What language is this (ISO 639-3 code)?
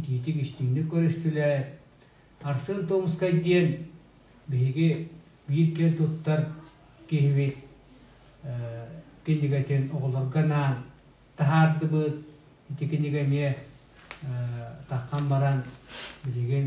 sah